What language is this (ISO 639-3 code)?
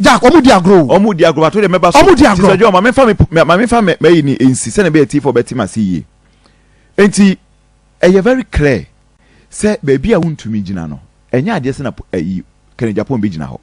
aka